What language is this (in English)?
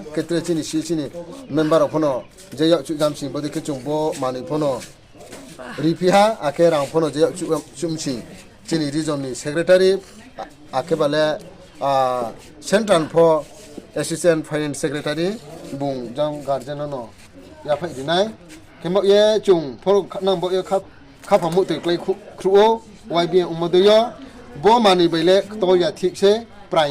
Riang (India)